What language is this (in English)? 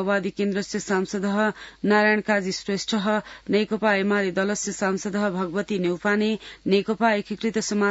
Sanskrit